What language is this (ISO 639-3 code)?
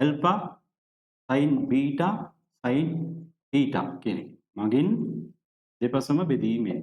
sin